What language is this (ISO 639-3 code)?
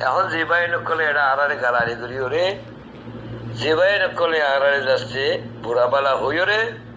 rhg